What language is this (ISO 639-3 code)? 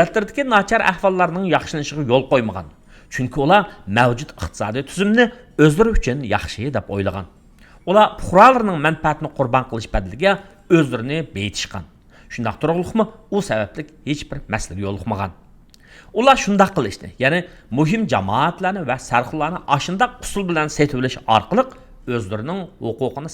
uig